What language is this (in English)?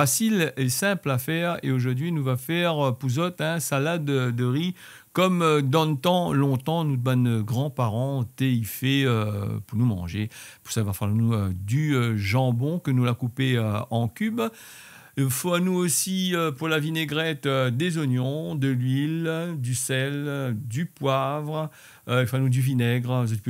Réunion Creole French